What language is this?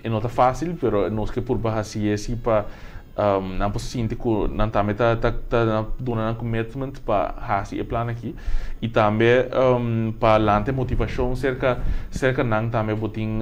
Papiamento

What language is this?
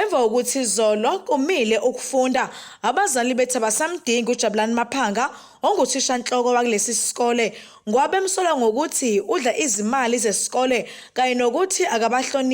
Zulu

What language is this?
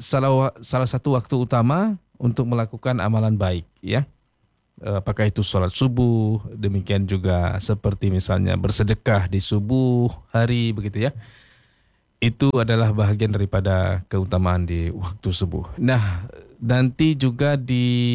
Malay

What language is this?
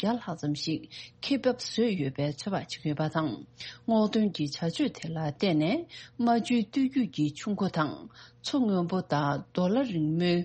Tibetan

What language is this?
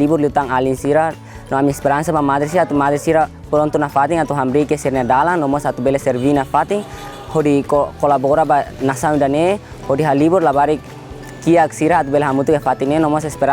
Tetum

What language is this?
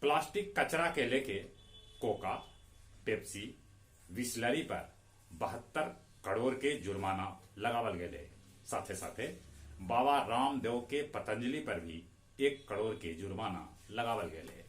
Magahi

